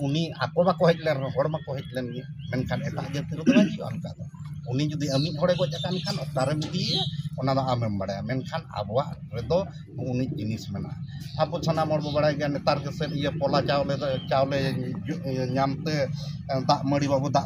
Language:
Santali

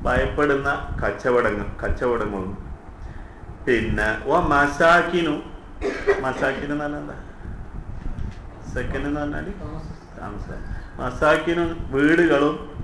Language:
Malayalam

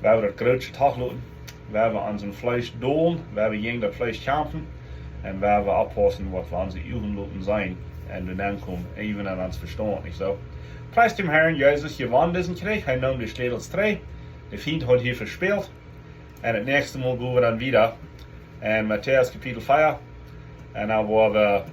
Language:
Plautdietsch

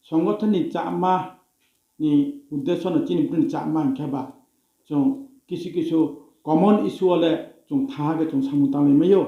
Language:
Riang (India)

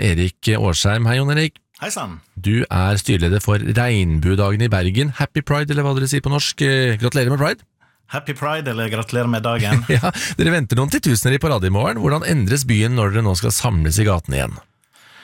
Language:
Norwegian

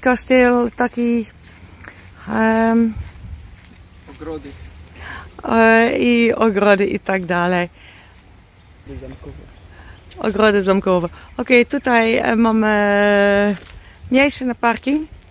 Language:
Polish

